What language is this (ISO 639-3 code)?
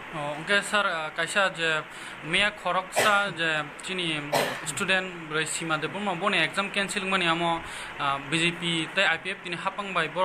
ria